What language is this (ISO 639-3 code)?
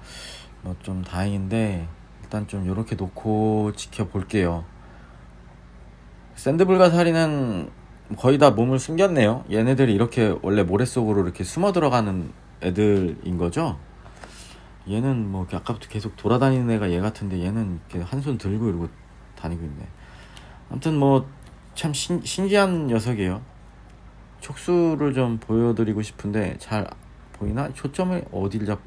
kor